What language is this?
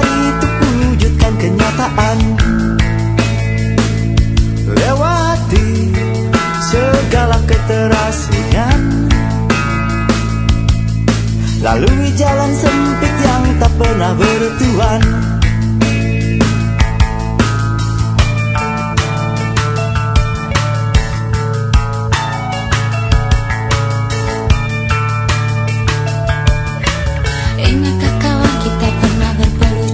Indonesian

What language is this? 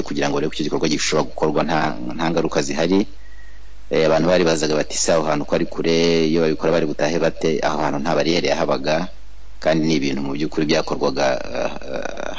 Kinyarwanda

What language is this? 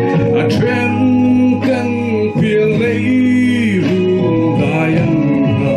Vietnamese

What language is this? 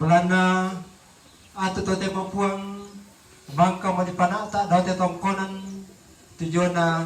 Toraja-Sa'dan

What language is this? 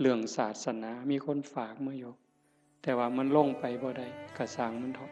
Northeastern Thai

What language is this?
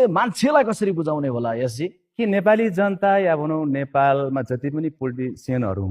Nepali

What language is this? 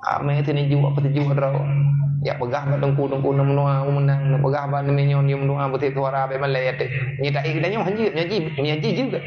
Achinese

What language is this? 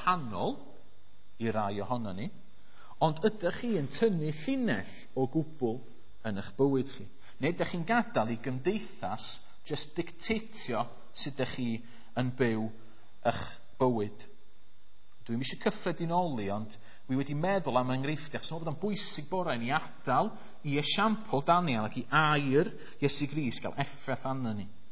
Welsh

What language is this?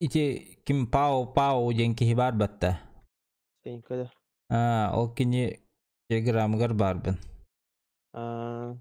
Yakut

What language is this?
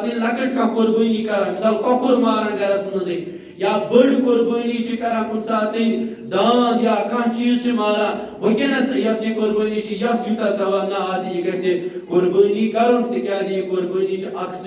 Kashmiri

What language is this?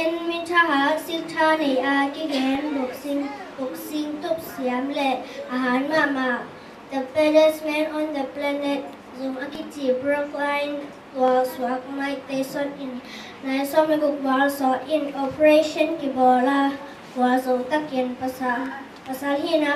Tedim Chin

